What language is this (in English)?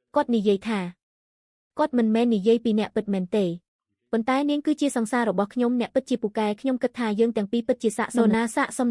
Khmer